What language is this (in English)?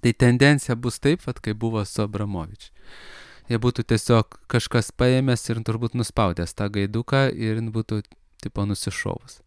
Lithuanian